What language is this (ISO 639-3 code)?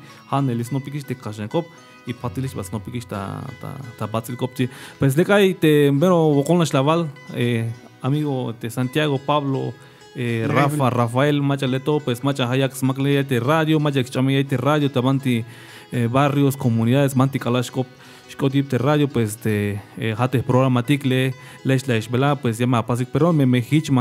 tzh